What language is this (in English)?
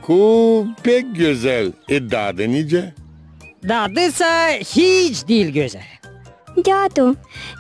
Gagauz